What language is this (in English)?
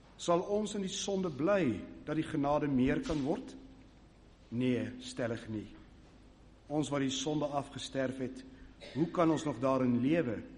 Afrikaans